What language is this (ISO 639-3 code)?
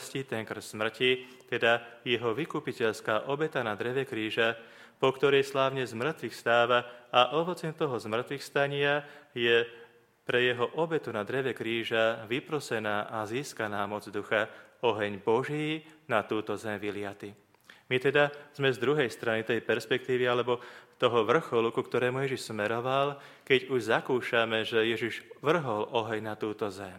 slk